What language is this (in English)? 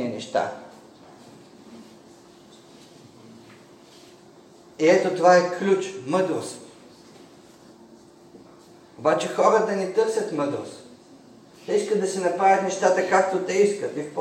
Bulgarian